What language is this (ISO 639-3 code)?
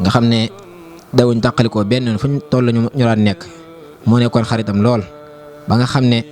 wol